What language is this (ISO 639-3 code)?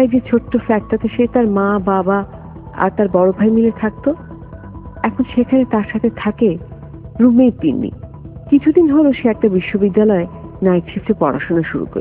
ben